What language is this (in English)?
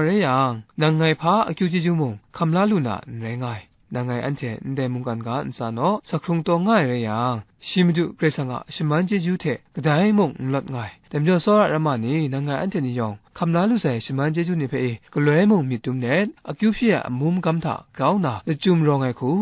Kachin